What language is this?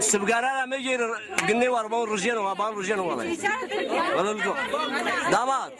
Zaza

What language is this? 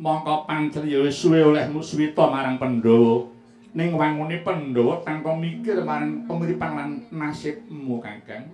Javanese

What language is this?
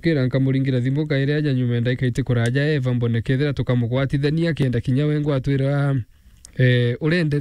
Meru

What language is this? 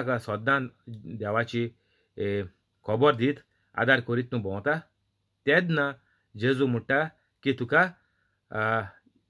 Konkani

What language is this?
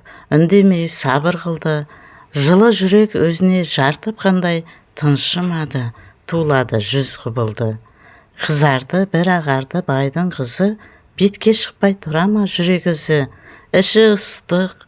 Kazakh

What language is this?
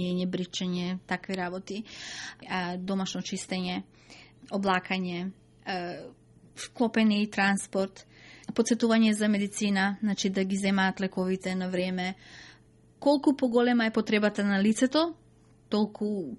Macedonian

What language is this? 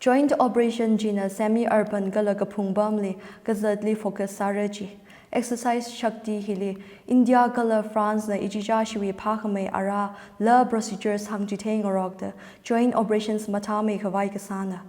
Tangkhul Naga (India)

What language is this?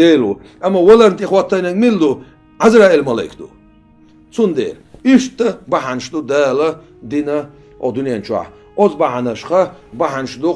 Chechen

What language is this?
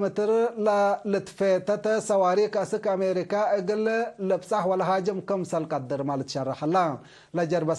Tigre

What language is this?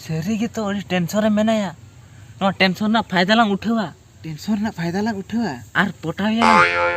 Santali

